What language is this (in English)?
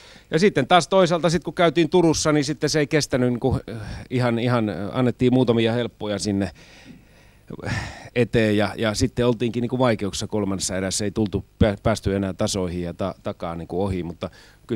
Finnish